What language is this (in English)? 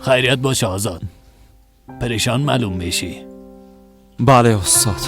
Persian